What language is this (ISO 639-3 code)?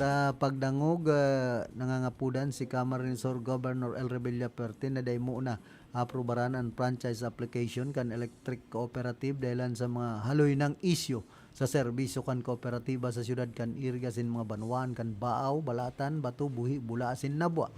bik